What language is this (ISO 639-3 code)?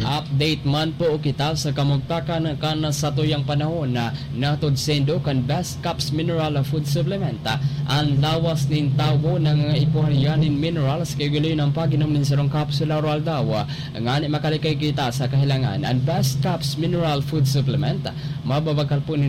bik